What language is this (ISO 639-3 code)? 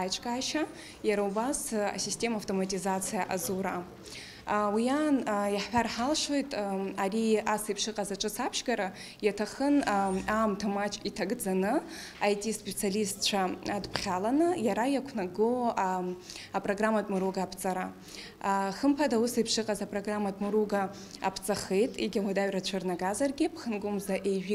abk